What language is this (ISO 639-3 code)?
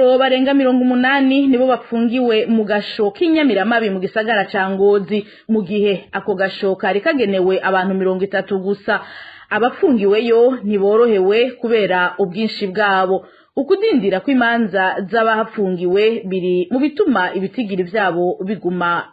run